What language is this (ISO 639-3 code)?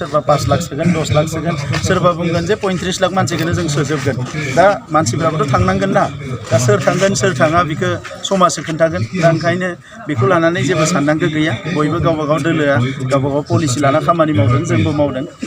brx